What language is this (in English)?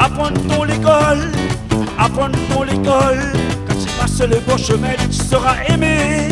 Réunion Creole French